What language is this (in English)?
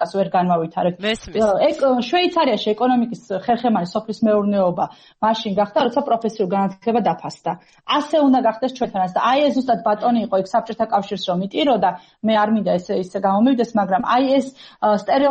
Georgian